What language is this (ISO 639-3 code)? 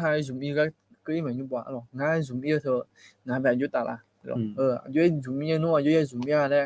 ahk